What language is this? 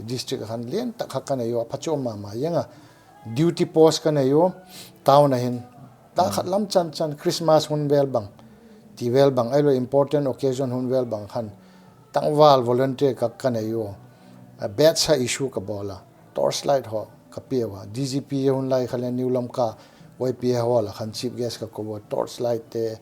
Paite Chin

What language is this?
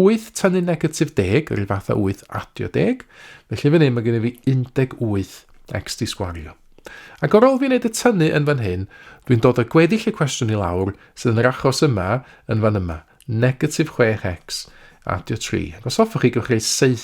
Welsh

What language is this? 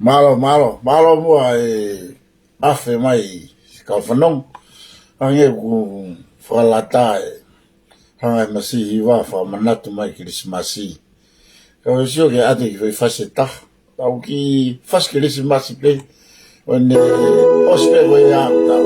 Tongan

